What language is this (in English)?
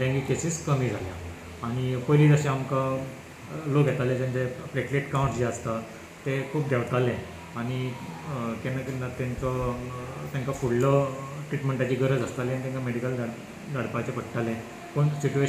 Konkani